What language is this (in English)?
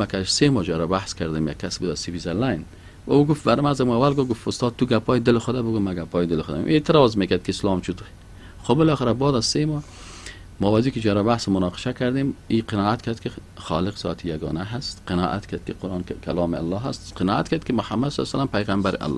Persian